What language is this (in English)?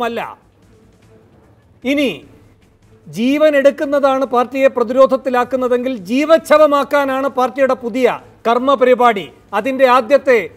Malayalam